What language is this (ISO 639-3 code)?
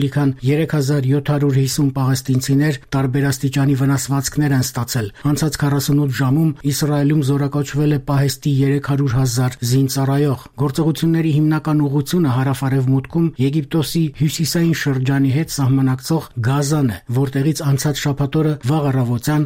hye